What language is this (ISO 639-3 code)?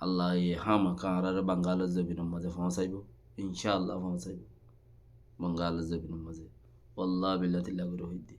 rhg